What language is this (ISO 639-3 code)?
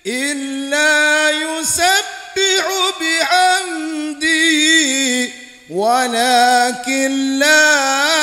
mad